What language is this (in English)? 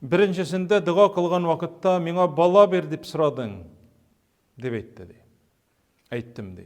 Tatar